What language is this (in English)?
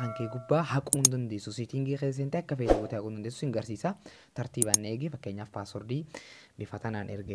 Oromo